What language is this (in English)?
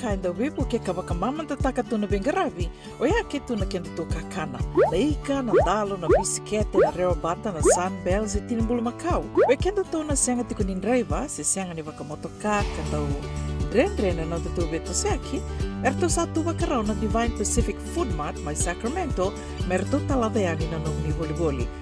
Fijian